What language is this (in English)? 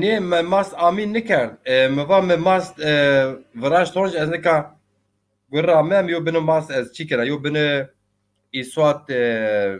Zaza